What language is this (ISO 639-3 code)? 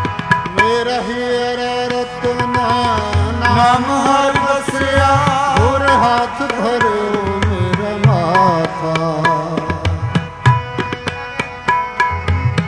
pan